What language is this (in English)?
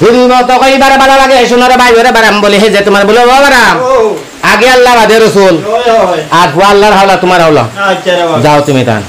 Sylheti